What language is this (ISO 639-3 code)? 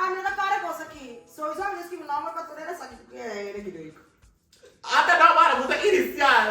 pap